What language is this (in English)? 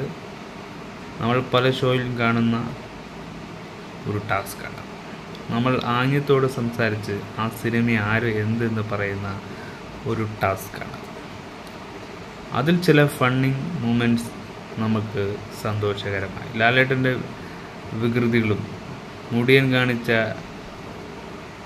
Malayalam